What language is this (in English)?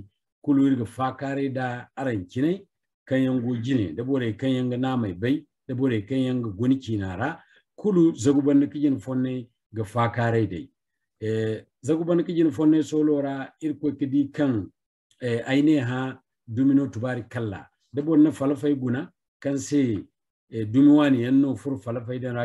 Zarma